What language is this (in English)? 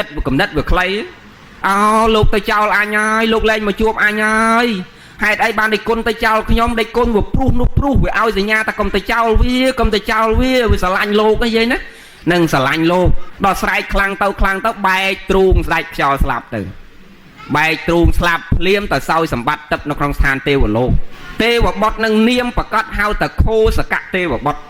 Khmer